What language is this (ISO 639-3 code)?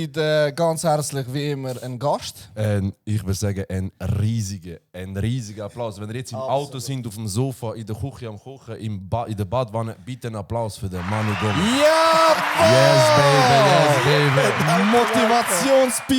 gsw